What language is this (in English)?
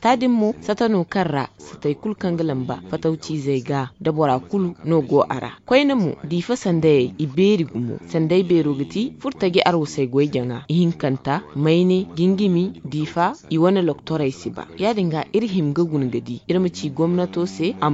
Zarma